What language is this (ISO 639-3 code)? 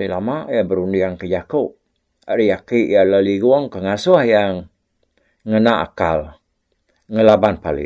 iba